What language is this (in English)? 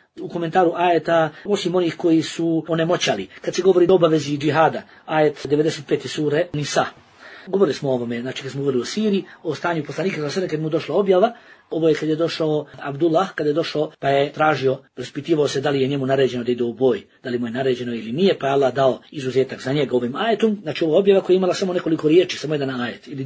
Bosnian